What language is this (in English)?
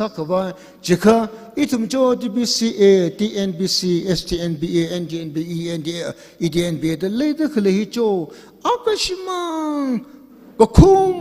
Tangkhul Naga (India)